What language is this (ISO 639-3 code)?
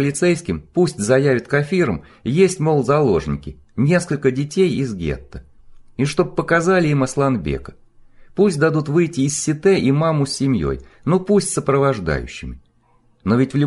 rus